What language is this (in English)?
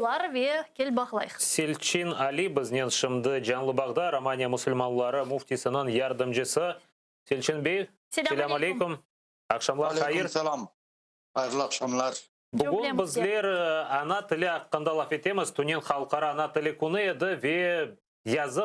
Crimean Tatar